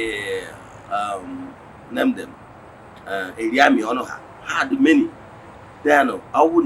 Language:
Igbo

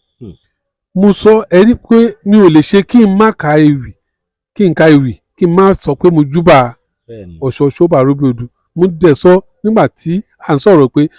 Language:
Yoruba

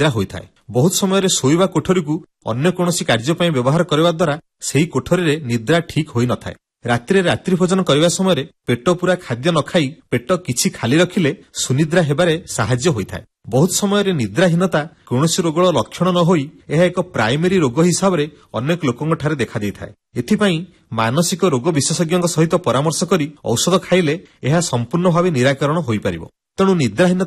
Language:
Odia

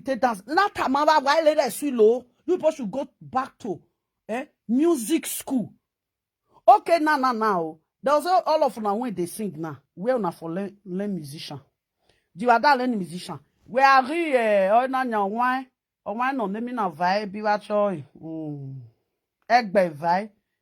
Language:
Nigerian Pidgin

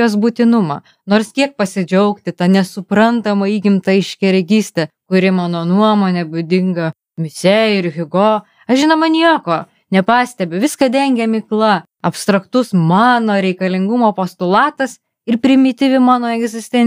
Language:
Lithuanian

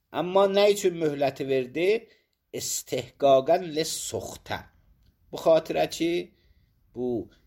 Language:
Azerbaijani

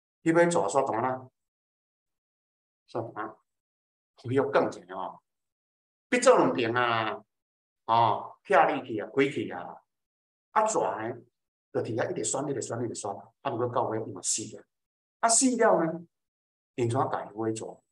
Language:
Min Nan Chinese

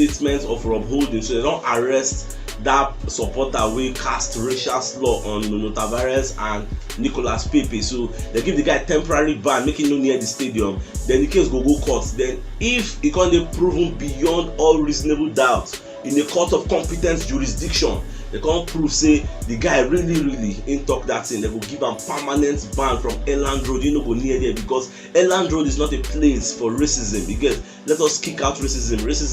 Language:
Nigerian Pidgin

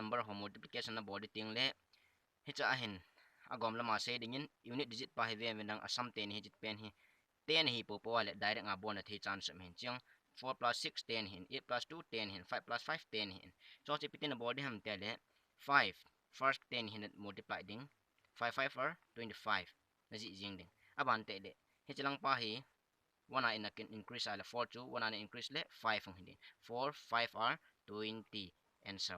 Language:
Thado Chin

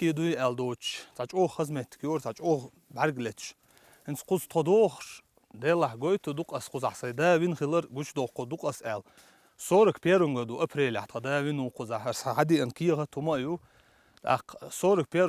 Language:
Chechen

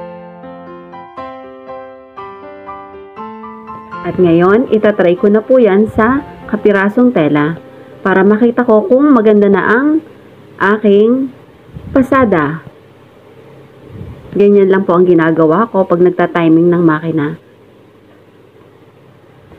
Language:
Filipino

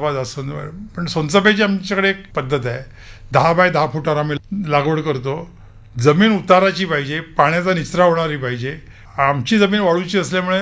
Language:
Marathi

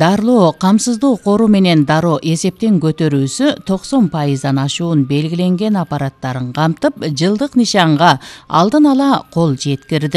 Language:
Kyrgyz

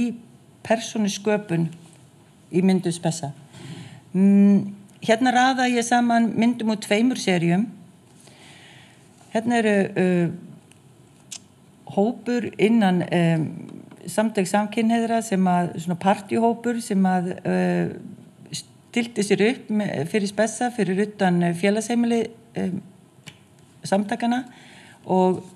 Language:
Icelandic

